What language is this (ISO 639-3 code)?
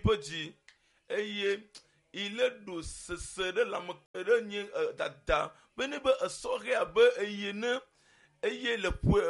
ewe